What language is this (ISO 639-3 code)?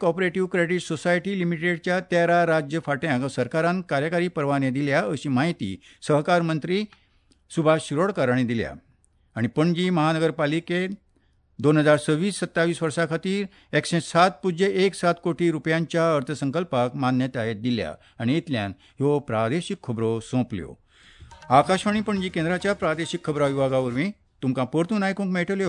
kok